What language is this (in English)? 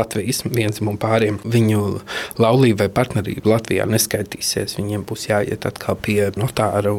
Latvian